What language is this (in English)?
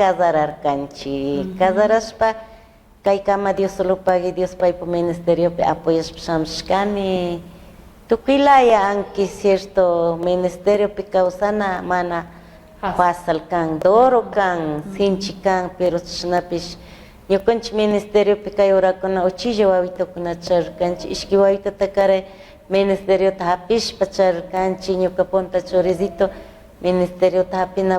Chimborazo Highland Quichua